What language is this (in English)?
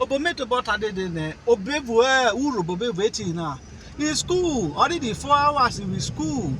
Urhobo